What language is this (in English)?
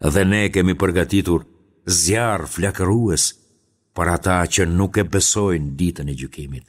Albanian